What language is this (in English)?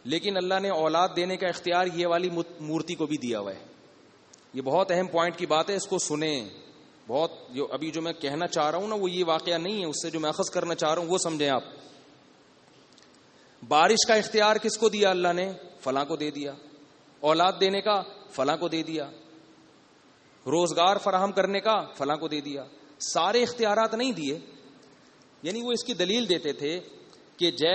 Urdu